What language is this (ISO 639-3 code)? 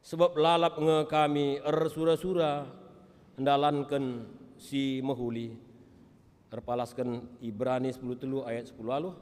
btx